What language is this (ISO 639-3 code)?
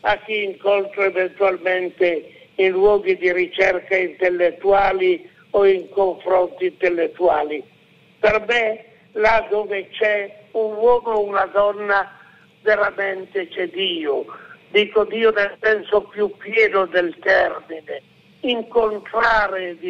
ita